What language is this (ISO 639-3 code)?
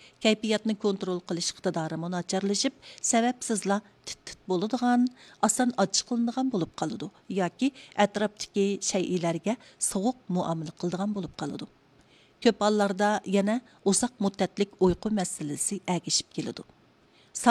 uig